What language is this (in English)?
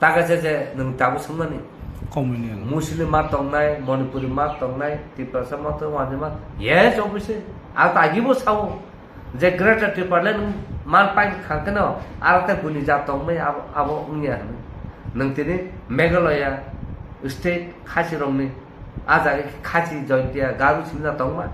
Kok Borok